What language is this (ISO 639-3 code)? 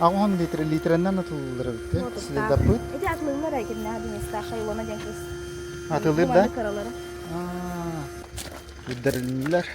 sah